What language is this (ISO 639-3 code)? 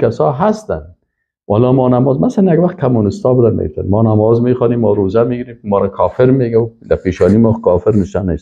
fas